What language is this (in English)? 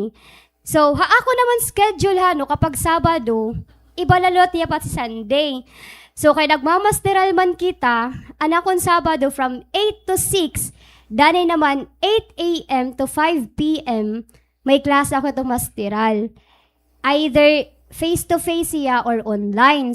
Waray